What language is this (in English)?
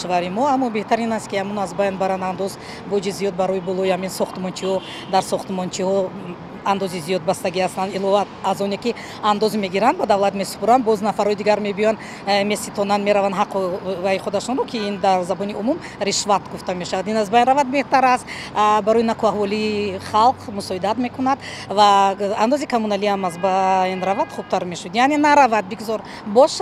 Tajik